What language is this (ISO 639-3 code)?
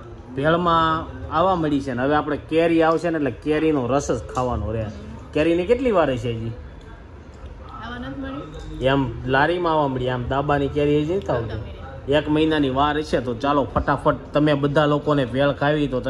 guj